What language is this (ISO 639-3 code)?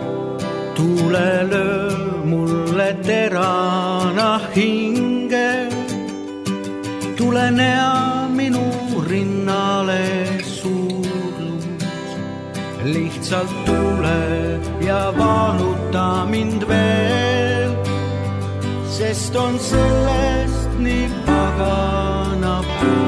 est